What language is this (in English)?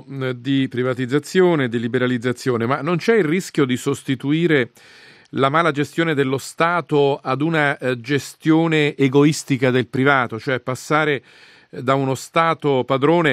Italian